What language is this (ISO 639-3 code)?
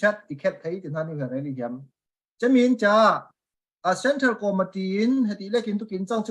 cfm